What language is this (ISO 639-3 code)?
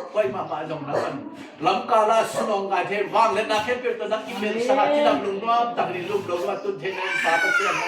ctd